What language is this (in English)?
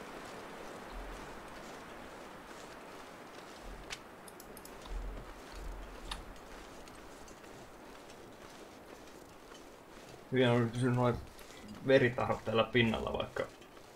Finnish